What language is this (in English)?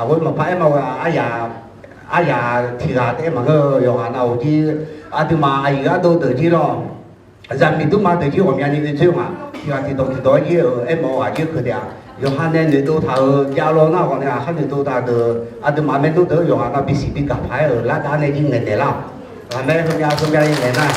Akha